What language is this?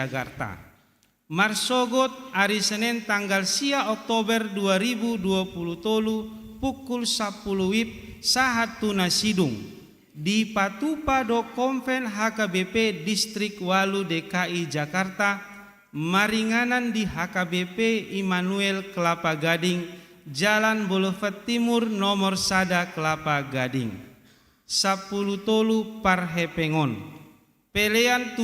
Batak Toba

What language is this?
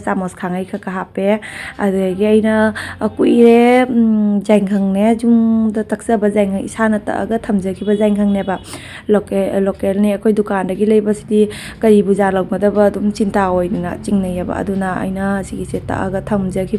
Manipuri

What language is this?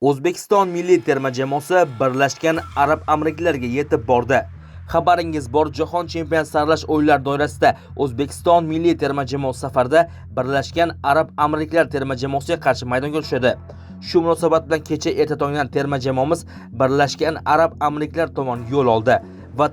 Uzbek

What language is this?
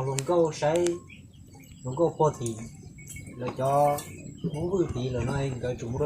Hmong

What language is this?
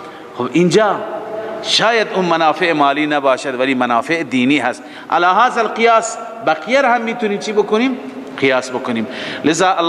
Persian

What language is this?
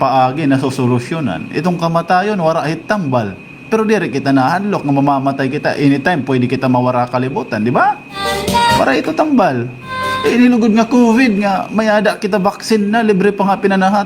Waray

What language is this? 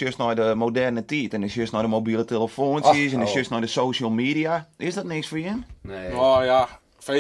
Western Frisian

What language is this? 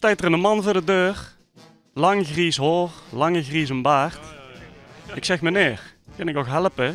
Limburgish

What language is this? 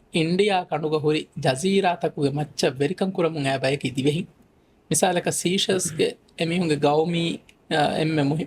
Divehi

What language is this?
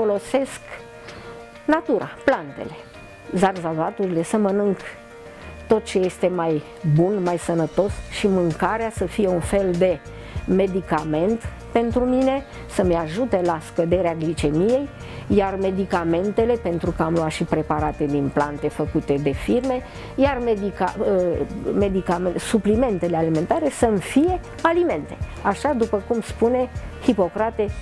Romanian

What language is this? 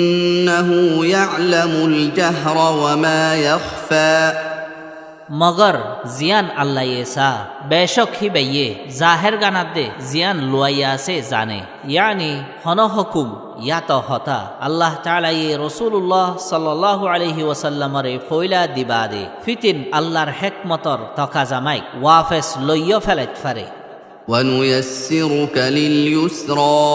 Rohingya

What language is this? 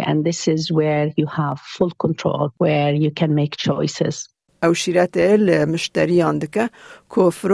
Kurdish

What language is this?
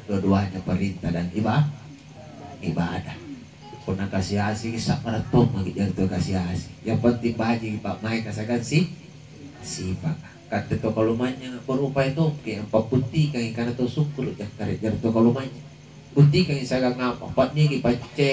Makasar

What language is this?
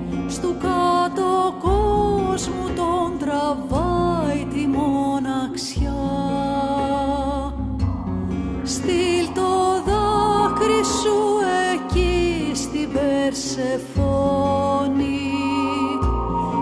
Greek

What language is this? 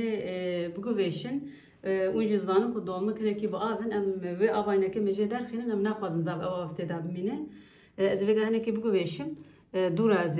Kurdish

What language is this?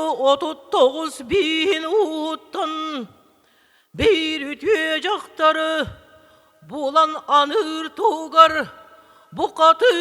Yakut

